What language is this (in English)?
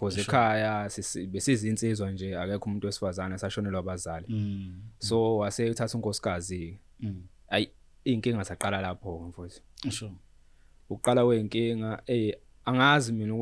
Zulu